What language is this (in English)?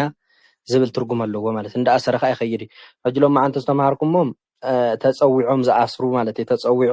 Tigrinya